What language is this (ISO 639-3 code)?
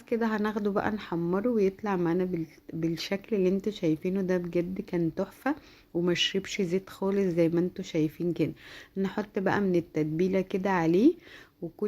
arz